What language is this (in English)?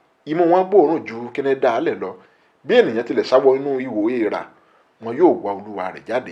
Yoruba